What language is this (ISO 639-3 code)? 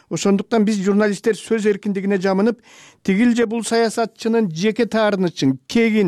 kir